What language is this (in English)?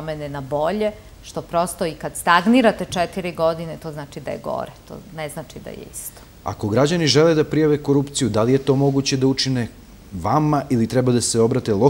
Serbian